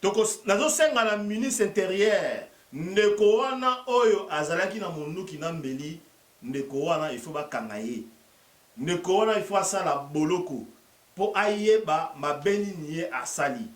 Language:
Lingala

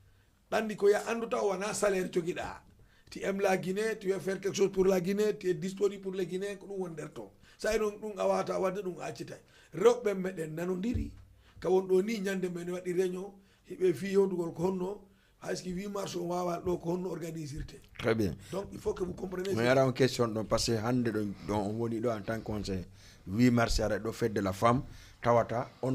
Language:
Fula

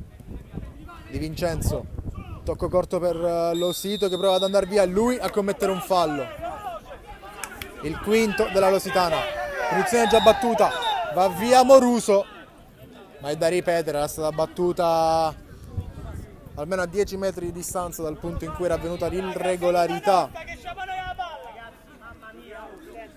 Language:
Italian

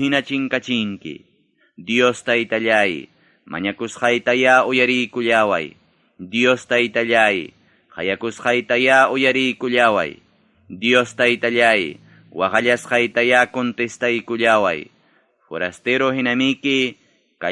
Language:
Ayacucho Quechua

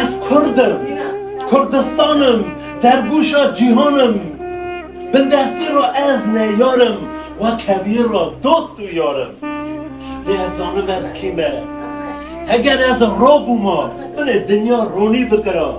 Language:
Kurdish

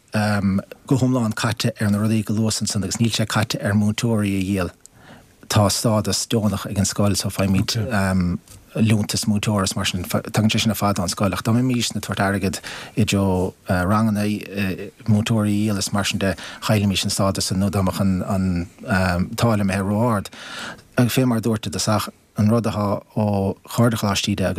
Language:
Irish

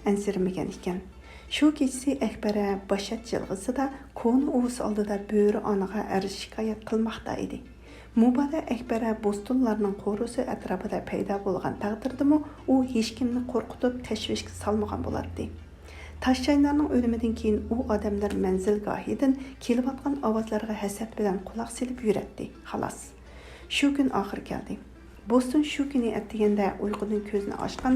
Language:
Uyghur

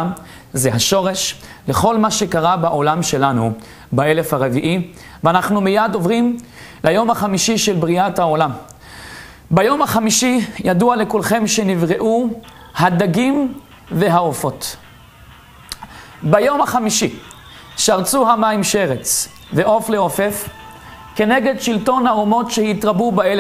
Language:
Hebrew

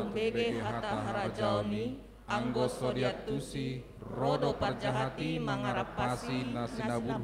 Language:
Batak Toba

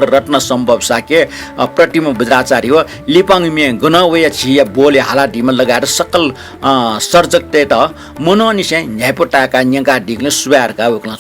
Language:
Newari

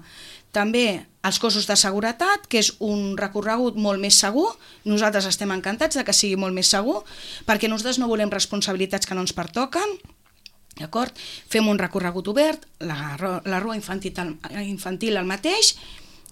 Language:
Catalan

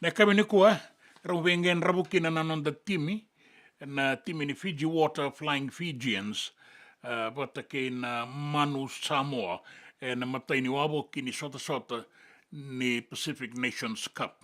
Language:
Fijian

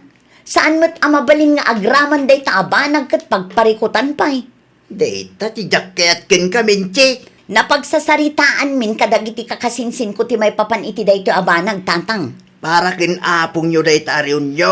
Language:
Iloko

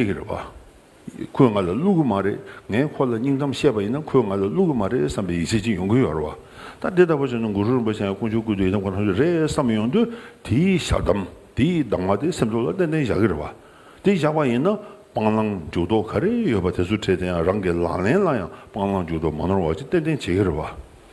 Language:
Tibetan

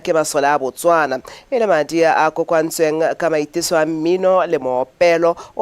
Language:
Tswana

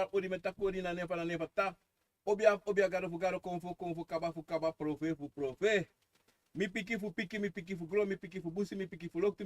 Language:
Sranan Tongo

